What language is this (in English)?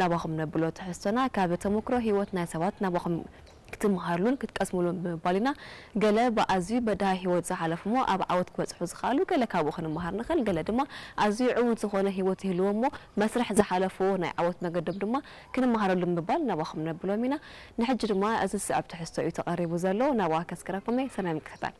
Tigrinya